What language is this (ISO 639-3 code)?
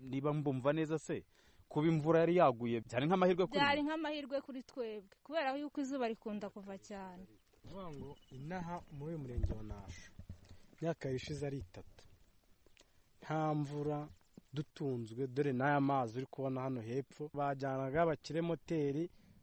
kin